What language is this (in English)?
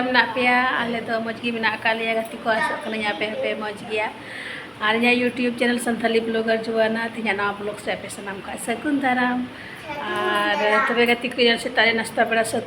Santali